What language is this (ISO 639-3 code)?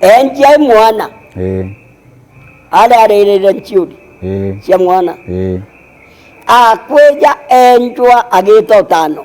mer